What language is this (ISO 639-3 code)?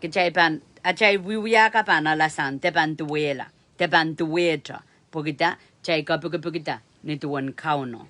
pon